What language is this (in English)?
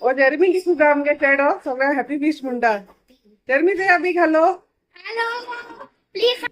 Konkani